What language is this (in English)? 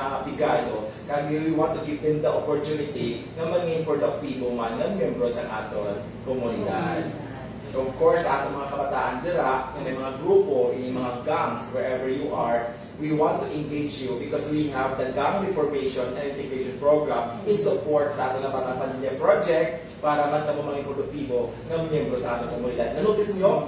Hiligaynon